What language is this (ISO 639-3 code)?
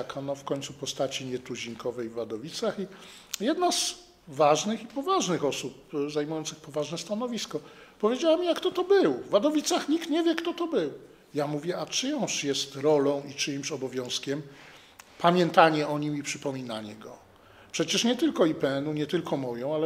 pol